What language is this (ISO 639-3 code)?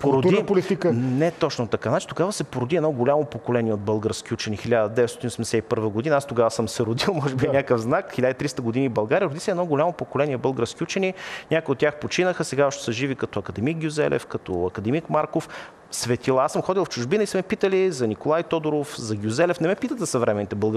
bul